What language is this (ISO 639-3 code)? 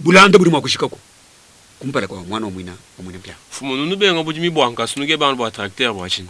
lua